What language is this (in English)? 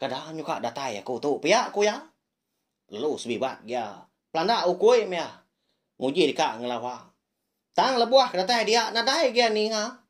Iban